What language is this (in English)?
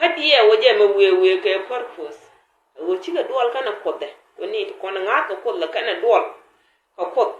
Nuer